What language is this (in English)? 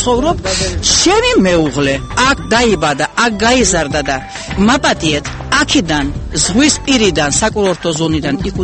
Georgian